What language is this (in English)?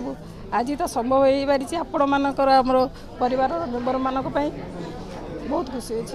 Odia